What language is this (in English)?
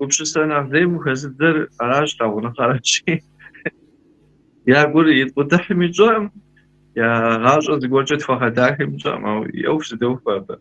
Kabardian